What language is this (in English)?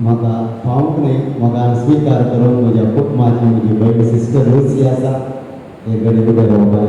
Konkani